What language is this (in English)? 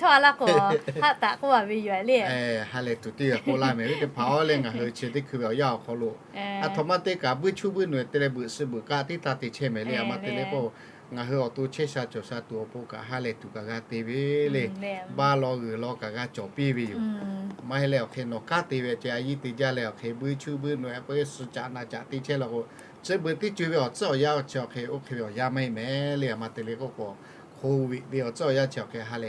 Lahu